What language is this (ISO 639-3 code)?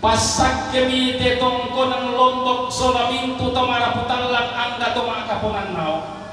sda